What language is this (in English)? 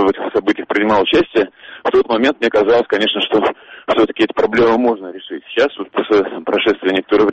Russian